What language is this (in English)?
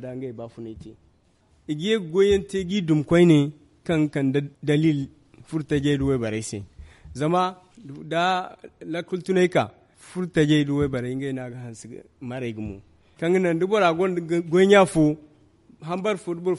Zarma